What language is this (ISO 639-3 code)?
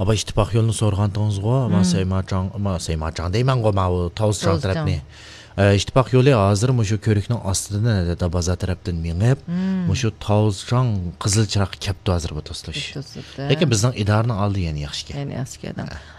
uig